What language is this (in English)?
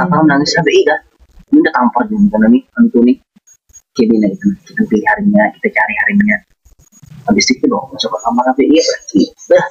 Banjar